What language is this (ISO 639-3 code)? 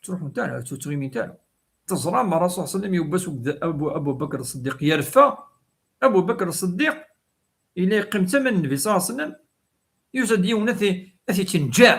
kab